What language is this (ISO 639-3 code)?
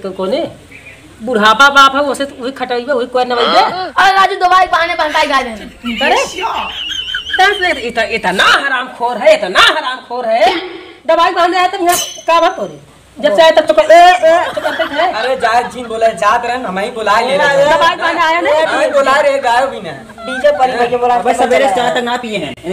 bho